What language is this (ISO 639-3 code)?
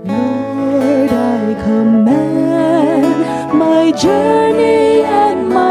vie